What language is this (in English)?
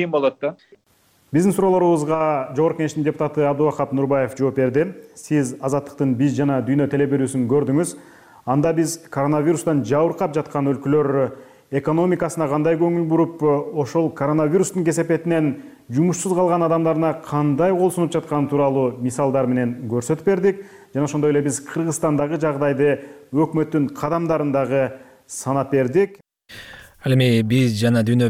Kyrgyz